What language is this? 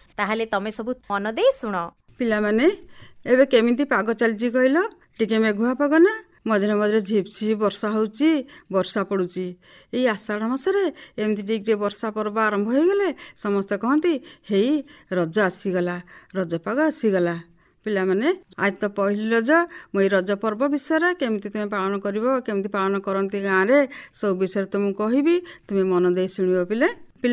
Odia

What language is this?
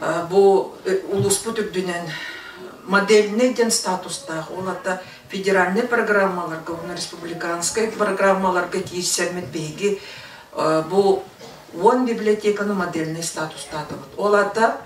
Yakut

